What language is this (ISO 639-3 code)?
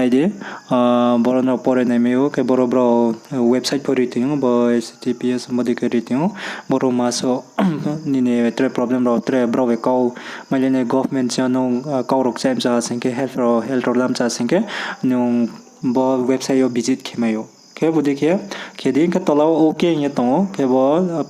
ria